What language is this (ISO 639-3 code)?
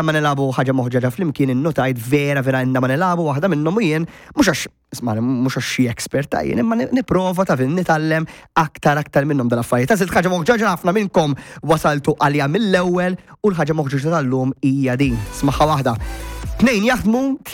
mlt